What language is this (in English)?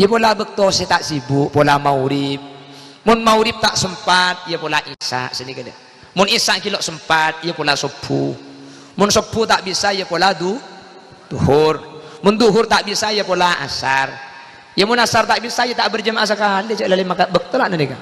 Madurese